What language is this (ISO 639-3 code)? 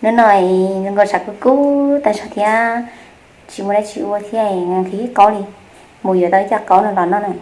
hmn